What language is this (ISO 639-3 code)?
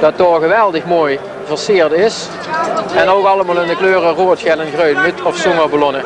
lim